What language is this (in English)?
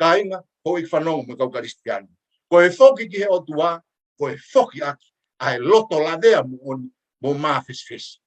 Tongan